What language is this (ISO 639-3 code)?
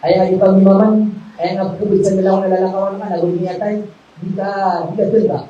mrw